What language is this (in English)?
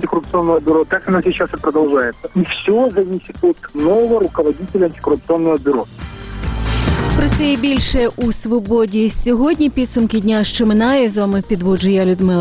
Ukrainian